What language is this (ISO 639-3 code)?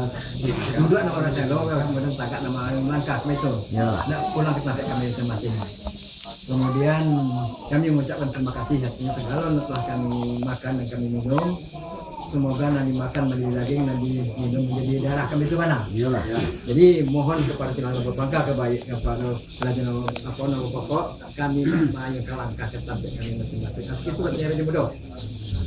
min